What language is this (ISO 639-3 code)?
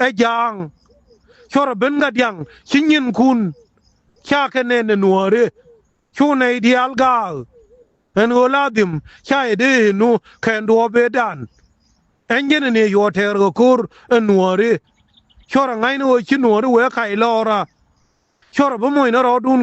nus